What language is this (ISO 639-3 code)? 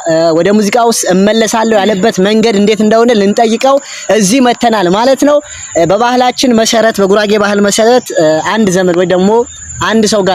amh